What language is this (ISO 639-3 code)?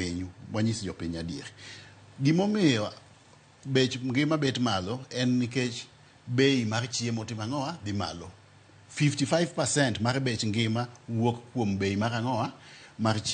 luo